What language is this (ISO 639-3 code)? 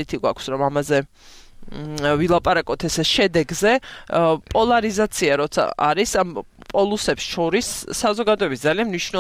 kat